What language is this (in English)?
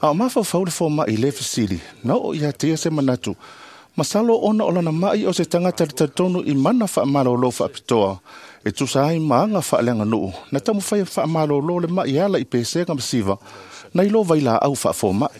Samoan